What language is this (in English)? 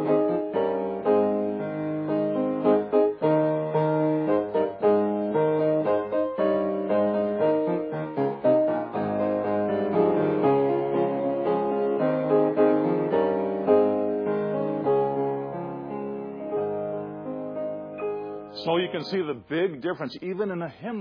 English